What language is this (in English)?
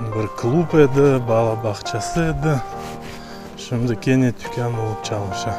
Crimean Tatar